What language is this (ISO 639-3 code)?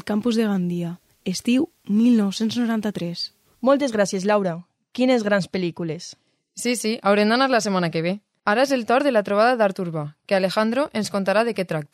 cat